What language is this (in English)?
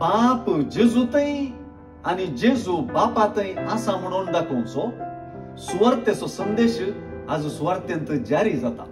Konkani